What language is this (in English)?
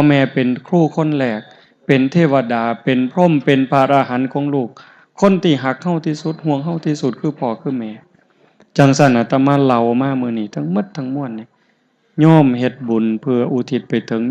Northeastern Thai